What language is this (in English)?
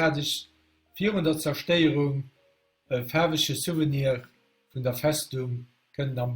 Luxembourgish